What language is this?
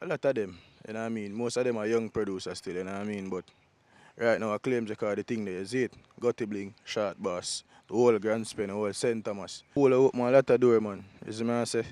Jamaican Creole English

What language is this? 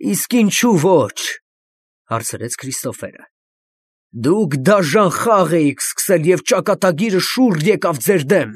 Armenian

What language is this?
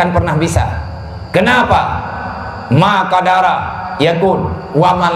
Achinese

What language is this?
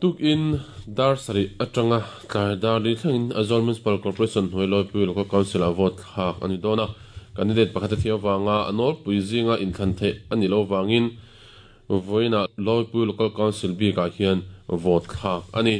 Mizo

